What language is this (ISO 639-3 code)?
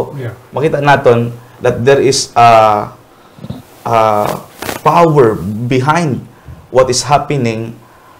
hil